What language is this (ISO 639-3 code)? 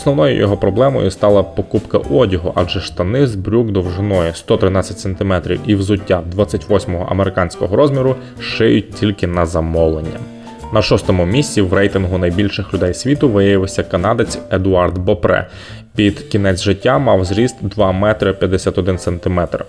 ukr